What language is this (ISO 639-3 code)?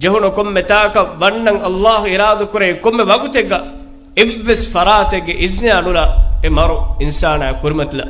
div